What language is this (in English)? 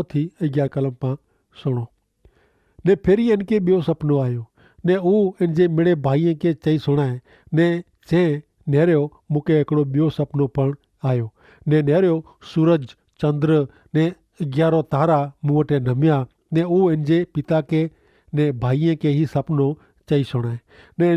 Kachhi